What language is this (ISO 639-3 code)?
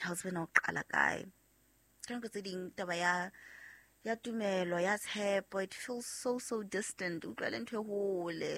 sot